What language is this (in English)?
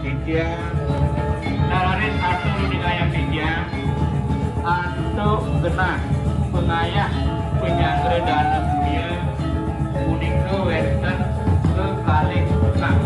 Balinese